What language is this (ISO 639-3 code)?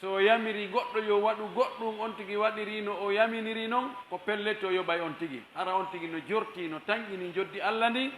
fuf